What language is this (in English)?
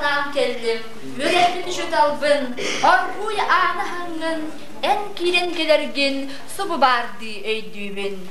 Yakut